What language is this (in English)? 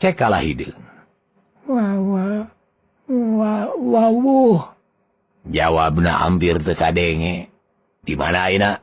Sundanese